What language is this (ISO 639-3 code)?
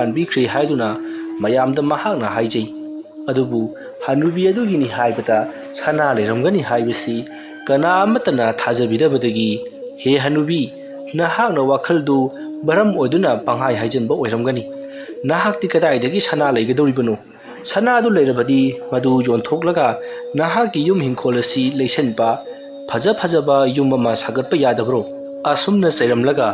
mni